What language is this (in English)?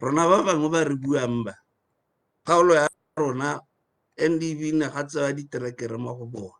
Tswana